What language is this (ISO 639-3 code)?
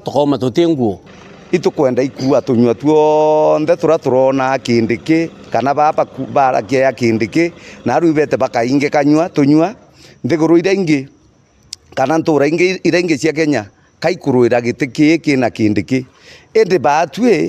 mer